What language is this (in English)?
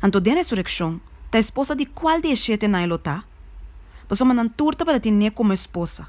Papiamento